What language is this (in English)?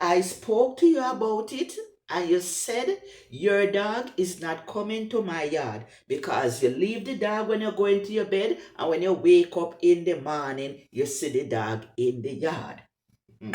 Jamaican Creole English